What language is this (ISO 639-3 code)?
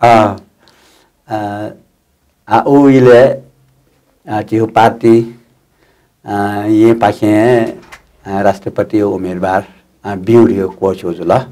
new